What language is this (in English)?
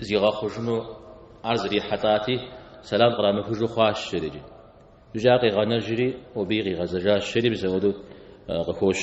Kabardian